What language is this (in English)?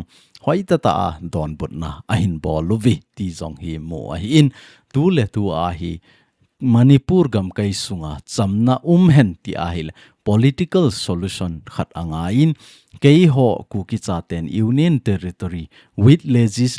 Thado Chin